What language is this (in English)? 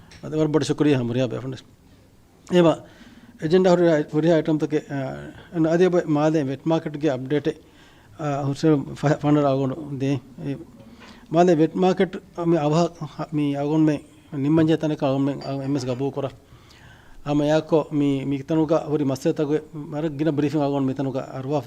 Divehi